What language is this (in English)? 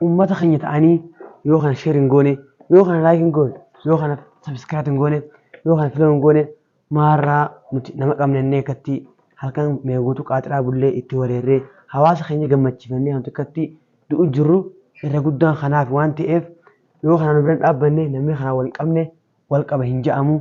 Oromo